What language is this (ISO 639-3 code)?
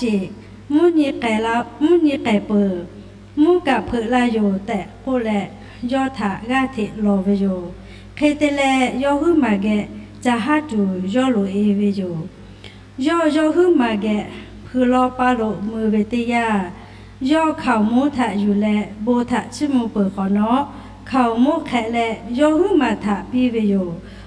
lhu